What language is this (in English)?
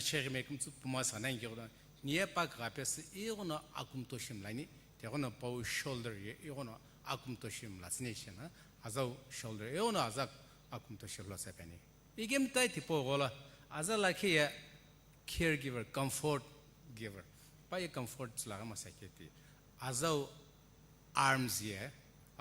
Sumi Naga